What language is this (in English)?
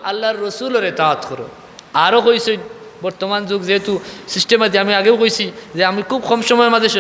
Sylheti